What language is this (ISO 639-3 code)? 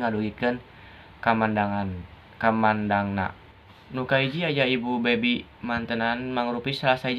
sun